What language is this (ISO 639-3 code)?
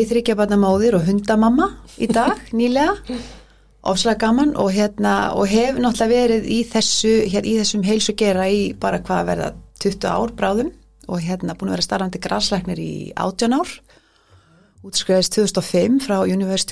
isl